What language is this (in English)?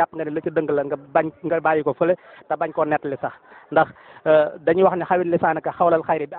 Wolof